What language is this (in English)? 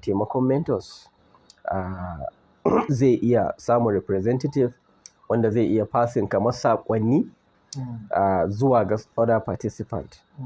Hausa